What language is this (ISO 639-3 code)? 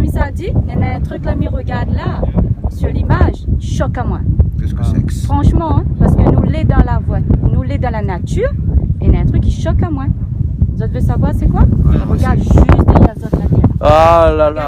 rcf